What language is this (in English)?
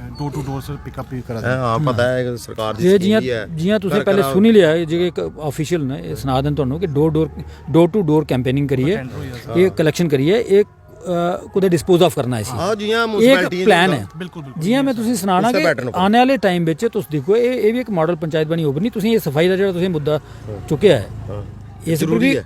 Dogri